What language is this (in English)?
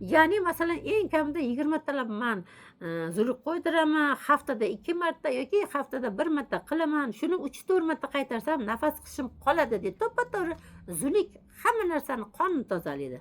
Uzbek